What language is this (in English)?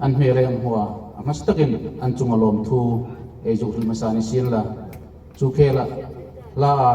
Hmar